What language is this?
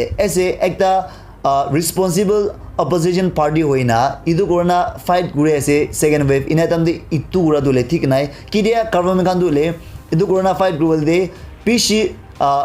Naga Pidgin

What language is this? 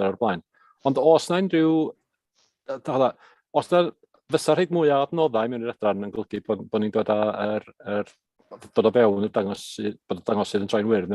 Welsh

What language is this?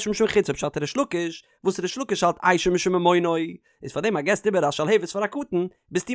Yiddish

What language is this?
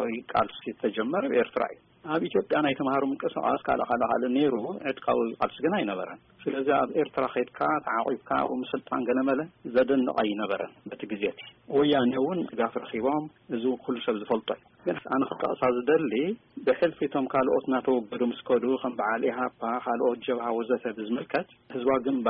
Tigrinya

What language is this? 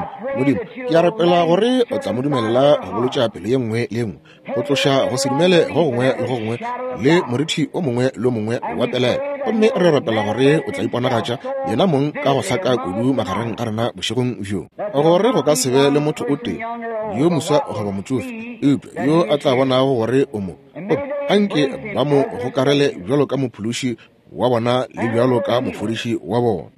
Northern Sotho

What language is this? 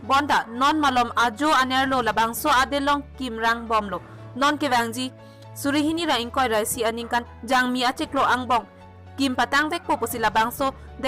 Karbi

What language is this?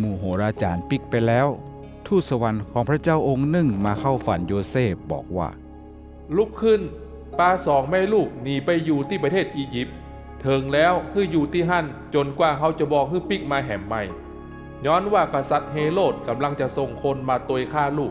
Northern Thai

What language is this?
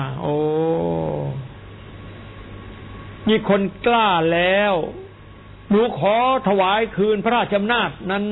Thai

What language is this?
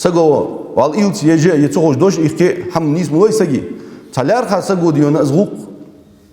Ingush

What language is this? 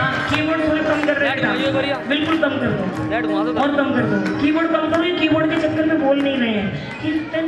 Hindi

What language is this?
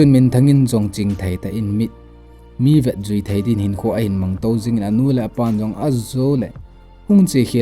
Thado Chin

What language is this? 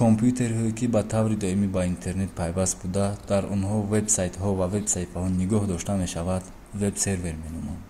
Tajik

